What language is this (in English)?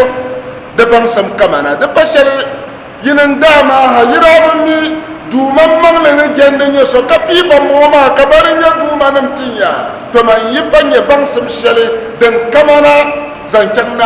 Dagbani